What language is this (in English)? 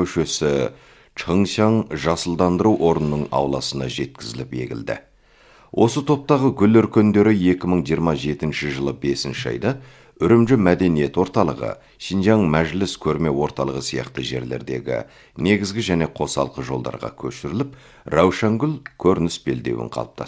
Kazakh